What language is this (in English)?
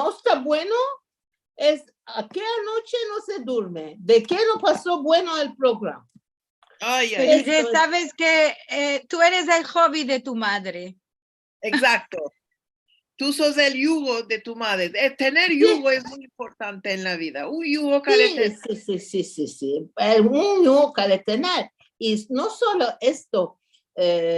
Ladino